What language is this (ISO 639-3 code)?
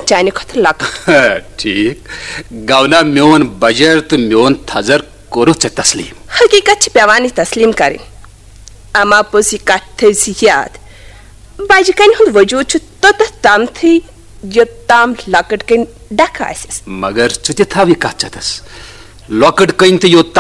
kas